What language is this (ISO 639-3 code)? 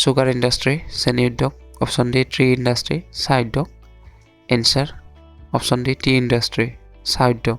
asm